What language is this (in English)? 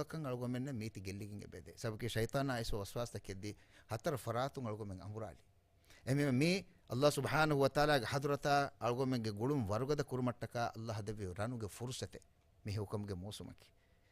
Divehi